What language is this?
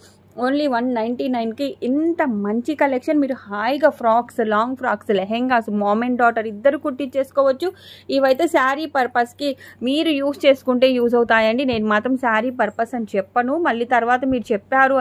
Telugu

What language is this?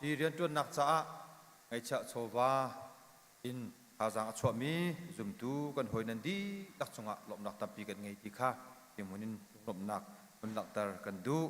Hakha Chin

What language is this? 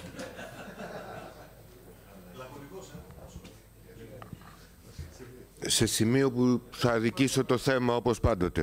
Greek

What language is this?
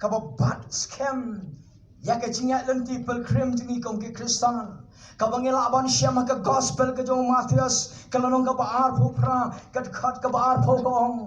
Khasi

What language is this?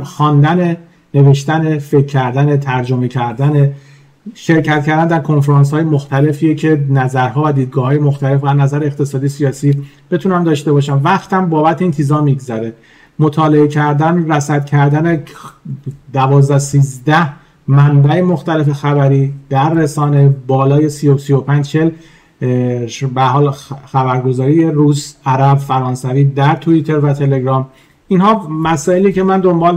Persian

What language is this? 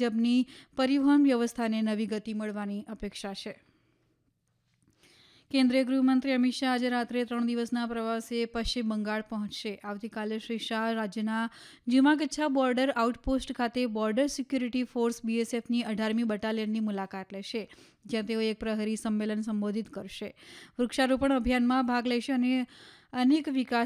Gujarati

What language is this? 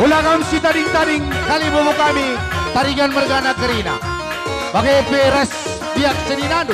Batak Karo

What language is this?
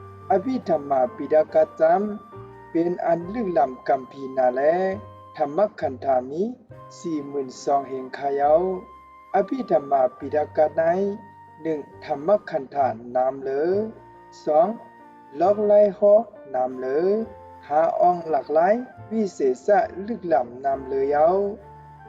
Shan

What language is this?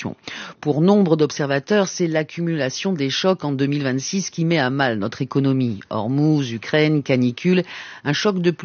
French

